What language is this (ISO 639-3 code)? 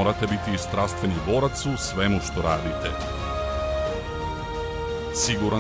srp